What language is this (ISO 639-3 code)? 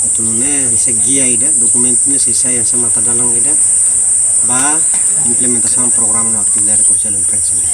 tet